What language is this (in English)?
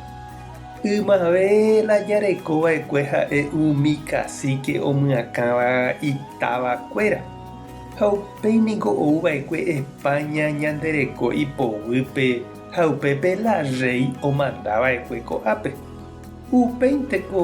Guarani